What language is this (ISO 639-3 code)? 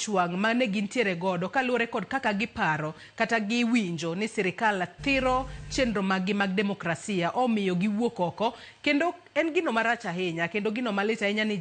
luo